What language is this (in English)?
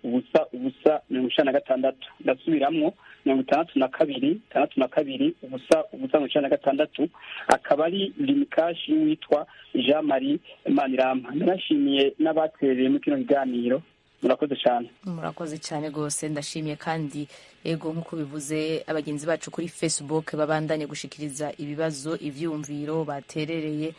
Rundi